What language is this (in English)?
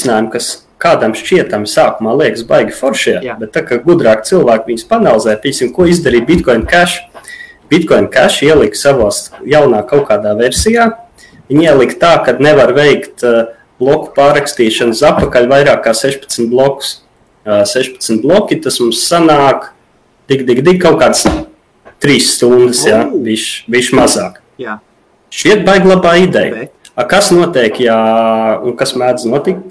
Latvian